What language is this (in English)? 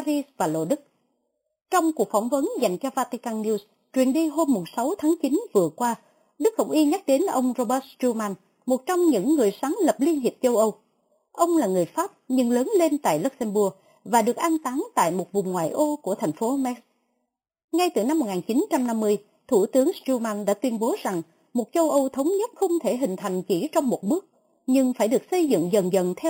Vietnamese